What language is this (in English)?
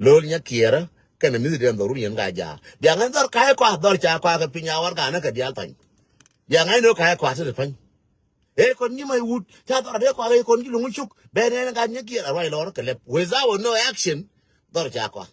Nuer